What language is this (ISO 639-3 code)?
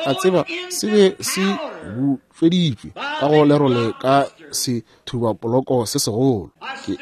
nso